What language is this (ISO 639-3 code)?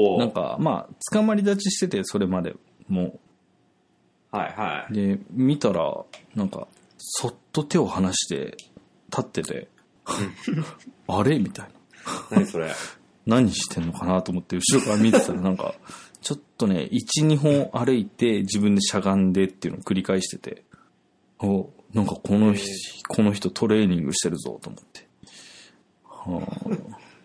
jpn